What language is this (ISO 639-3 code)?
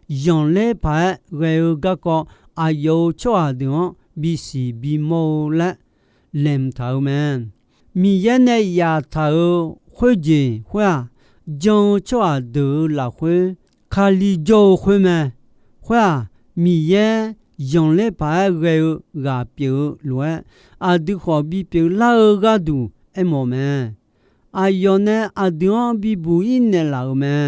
ahk